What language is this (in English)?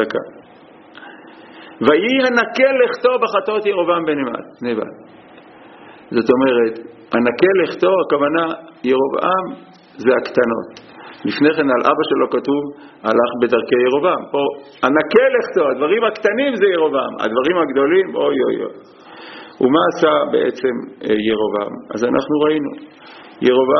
Hebrew